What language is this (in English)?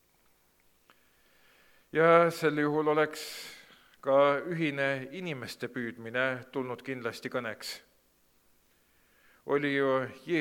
Estonian